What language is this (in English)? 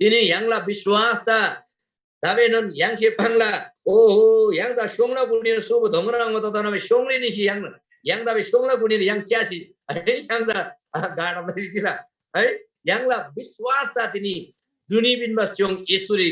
Eastern Tamang